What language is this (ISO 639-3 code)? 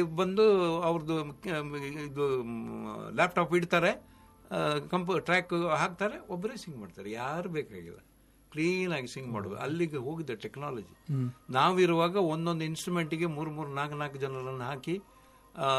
kan